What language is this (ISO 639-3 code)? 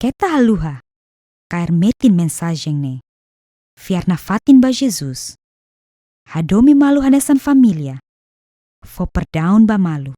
tet